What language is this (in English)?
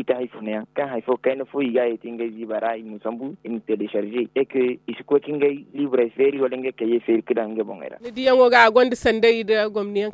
Zarma